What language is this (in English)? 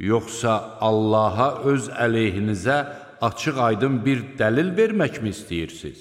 Azerbaijani